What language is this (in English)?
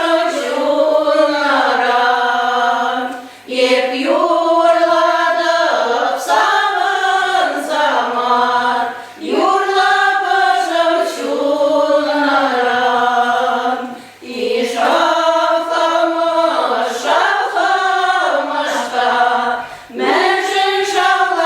Chuvash